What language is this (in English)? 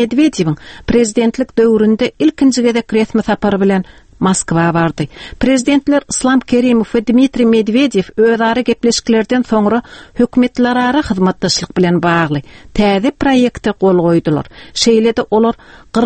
Turkmen